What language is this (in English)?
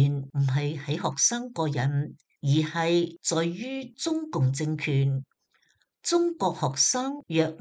Cantonese